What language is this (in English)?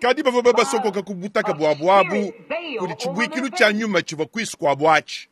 Luba-Lulua